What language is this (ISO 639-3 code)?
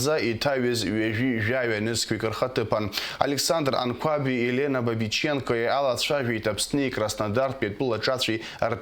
abk